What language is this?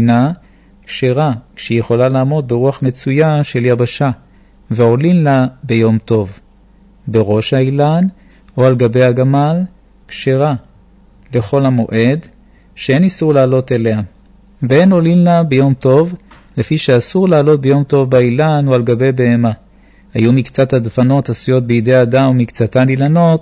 Hebrew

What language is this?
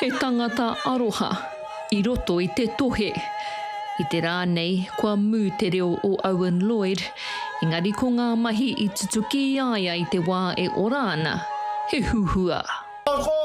Māori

